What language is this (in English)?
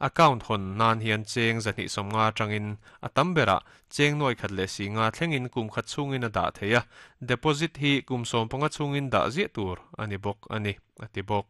Mizo